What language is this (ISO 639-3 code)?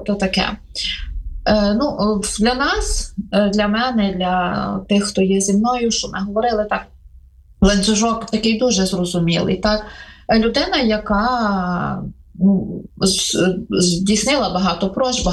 ukr